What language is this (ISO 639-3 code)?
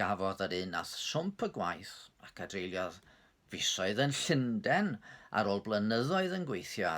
cym